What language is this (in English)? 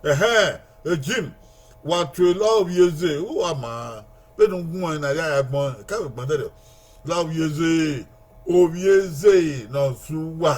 Bini